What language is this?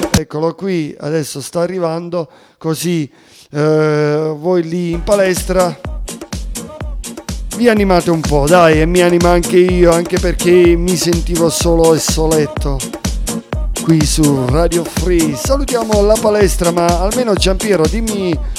Italian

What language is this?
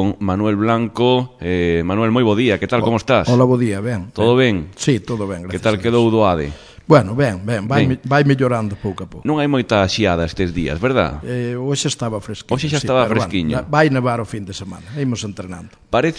Galician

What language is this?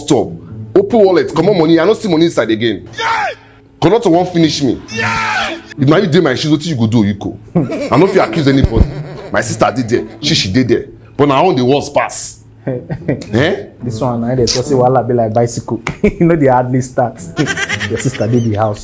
Nigerian Pidgin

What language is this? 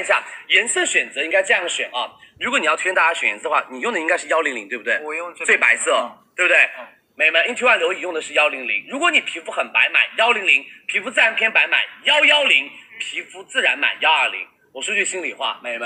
Chinese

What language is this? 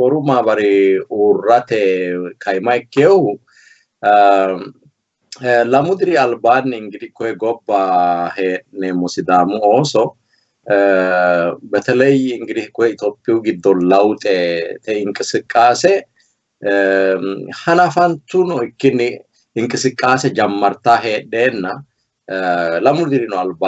Sidamo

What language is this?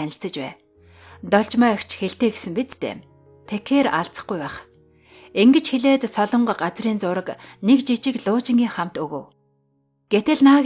Mongolian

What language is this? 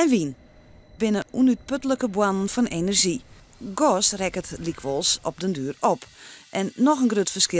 Western Frisian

